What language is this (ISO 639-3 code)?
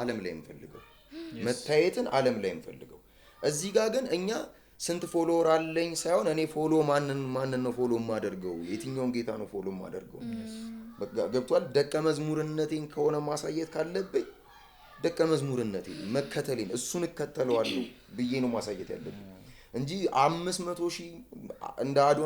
amh